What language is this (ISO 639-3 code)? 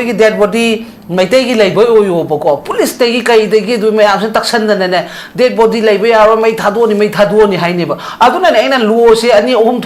mni